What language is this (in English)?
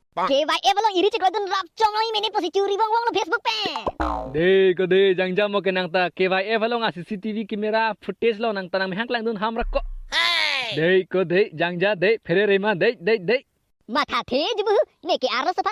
Karbi